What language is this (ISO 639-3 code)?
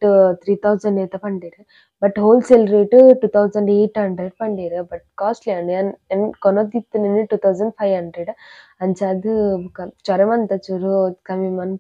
tcy